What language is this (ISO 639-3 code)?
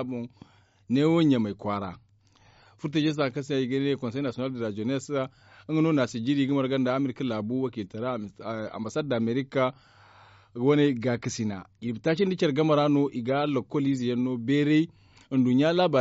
dje